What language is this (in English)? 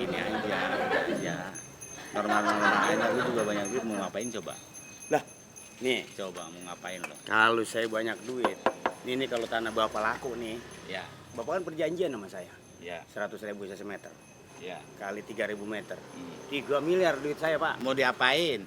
Betawi